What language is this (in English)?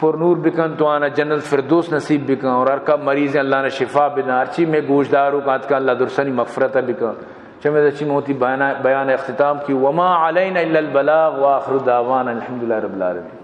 Baluchi